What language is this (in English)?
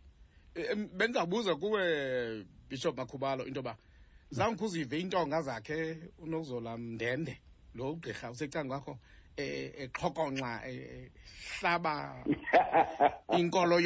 Xhosa